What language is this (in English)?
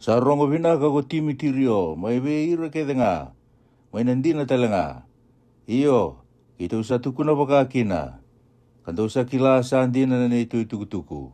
Fijian